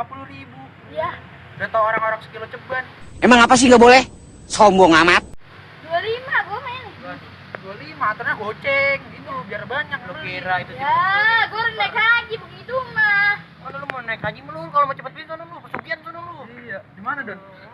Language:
Betawi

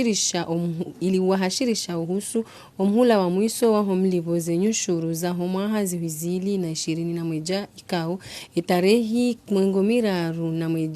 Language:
Ngazidja Comorian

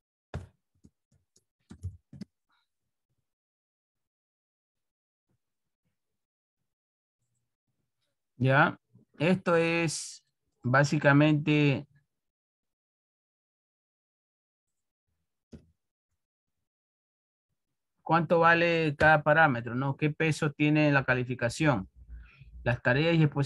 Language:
Spanish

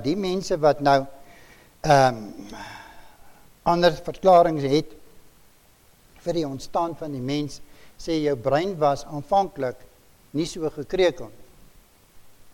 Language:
Afrikaans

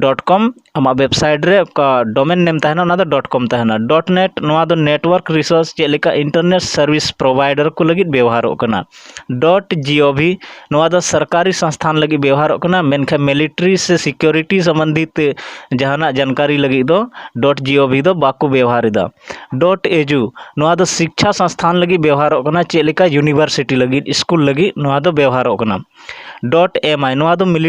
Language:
Santali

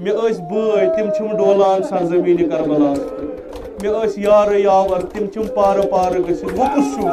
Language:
Kashmiri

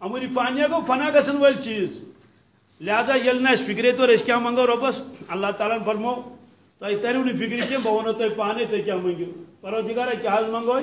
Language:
Kashmiri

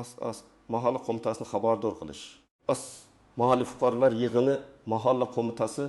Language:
Uzbek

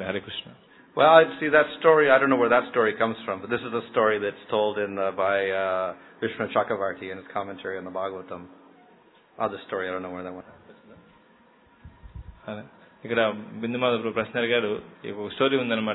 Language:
Telugu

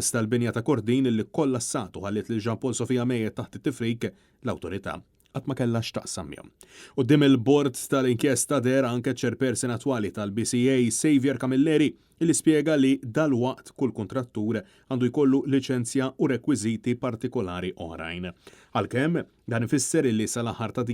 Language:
Maltese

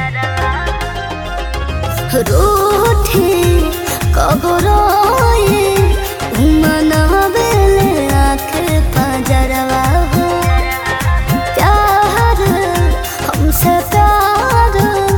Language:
Bhojpuri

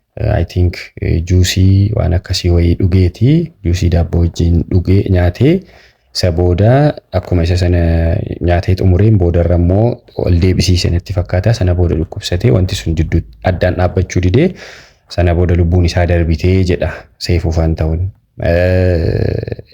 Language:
Oromo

